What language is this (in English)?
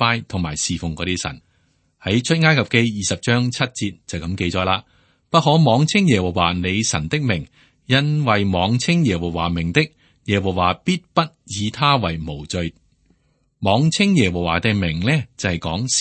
Cantonese